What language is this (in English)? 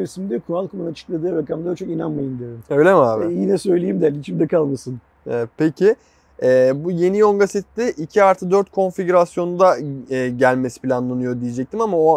Turkish